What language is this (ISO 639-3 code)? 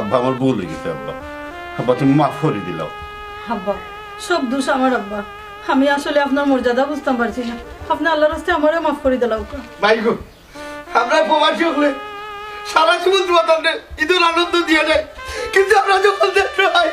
syl